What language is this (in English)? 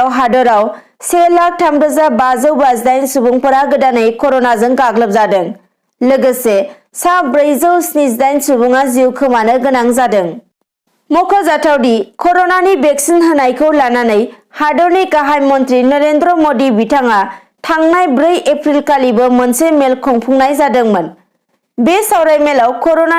Bodo